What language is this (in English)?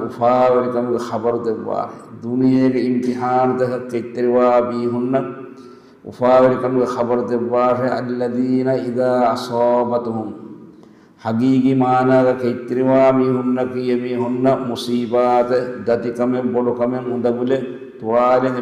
Divehi